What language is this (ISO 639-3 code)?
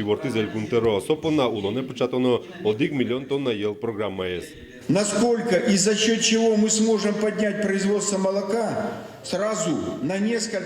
udm